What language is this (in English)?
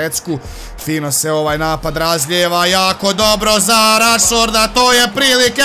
Croatian